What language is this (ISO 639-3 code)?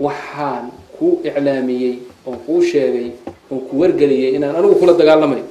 som